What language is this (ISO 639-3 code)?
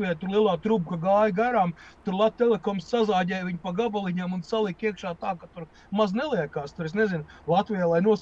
lav